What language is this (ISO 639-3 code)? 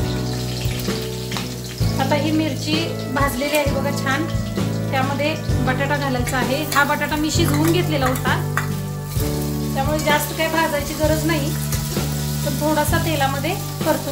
mar